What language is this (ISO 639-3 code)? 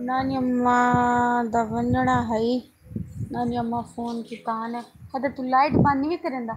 skr